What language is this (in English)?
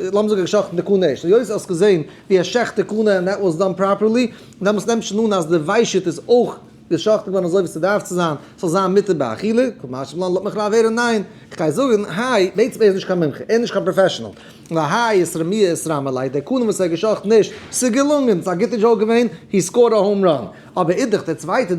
Yiddish